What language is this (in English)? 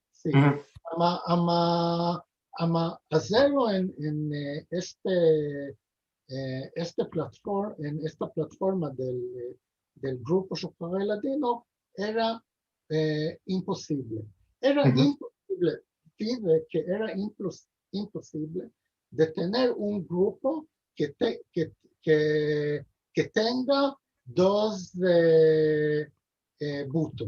Ladino